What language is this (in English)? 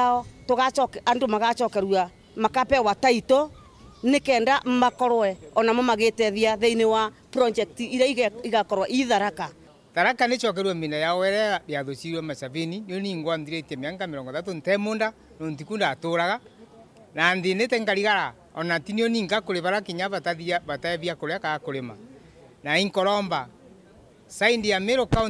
Meru